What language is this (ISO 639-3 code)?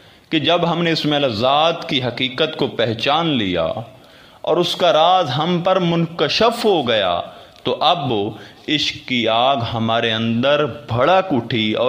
urd